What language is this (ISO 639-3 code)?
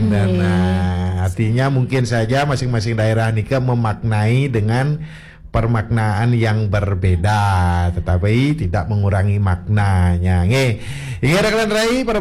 ban